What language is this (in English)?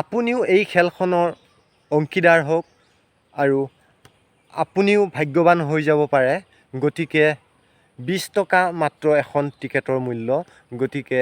Assamese